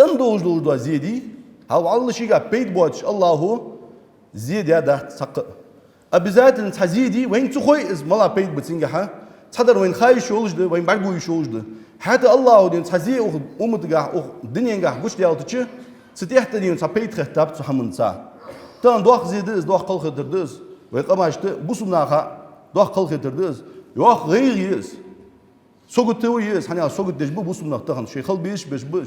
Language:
Ingush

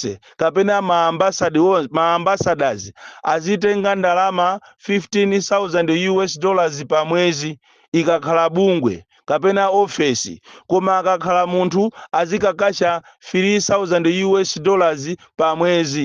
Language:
Nyanja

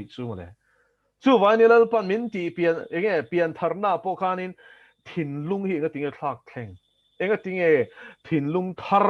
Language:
Mizo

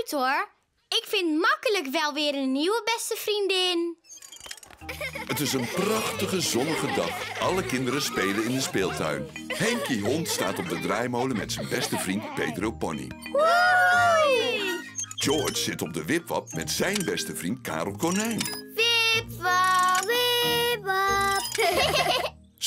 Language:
Dutch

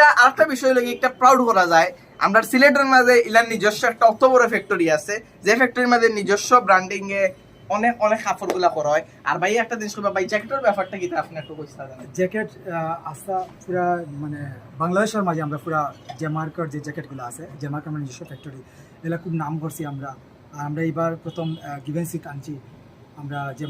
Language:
Sylheti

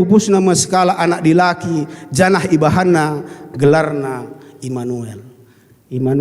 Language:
Batak Karo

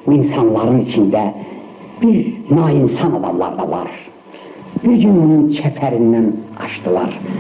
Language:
South Azerbaijani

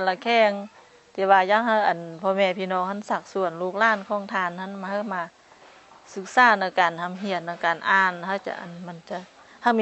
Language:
Lao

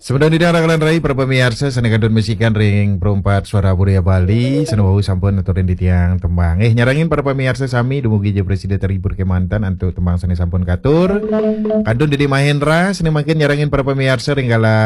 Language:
Balinese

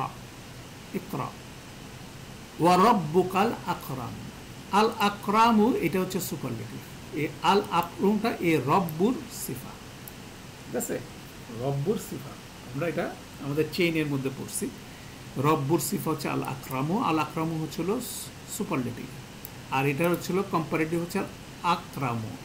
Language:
Bangla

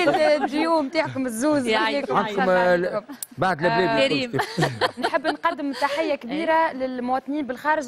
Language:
Tunisian Arabic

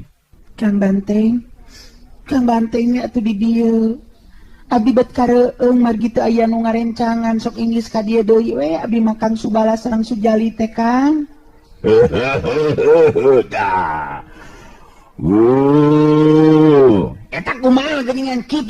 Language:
Sundanese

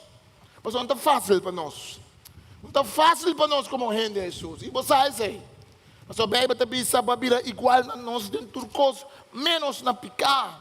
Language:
Papiamento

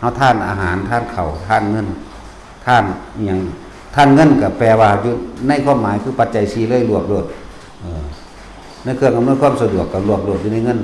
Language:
Northeastern Thai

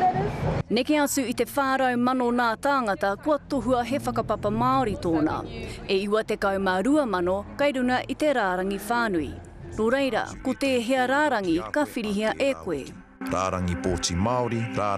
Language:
Māori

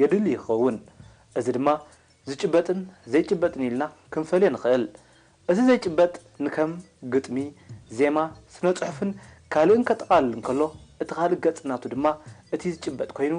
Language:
Tigrinya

